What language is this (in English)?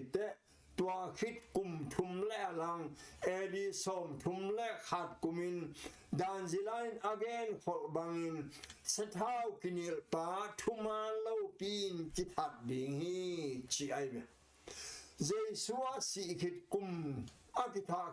Tedim Chin